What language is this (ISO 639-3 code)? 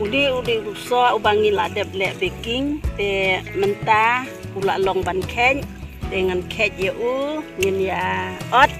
kha